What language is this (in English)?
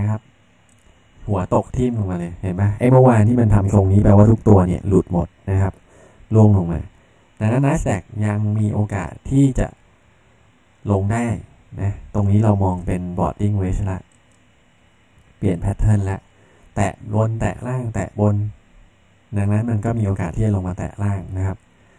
Thai